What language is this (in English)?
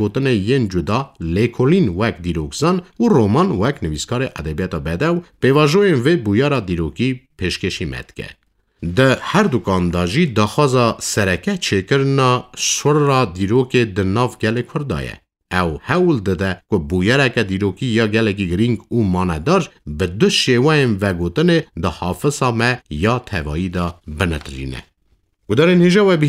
Kurdish